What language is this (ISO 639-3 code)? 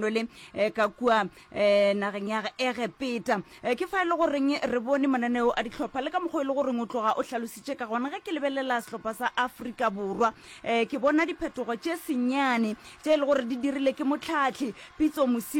nso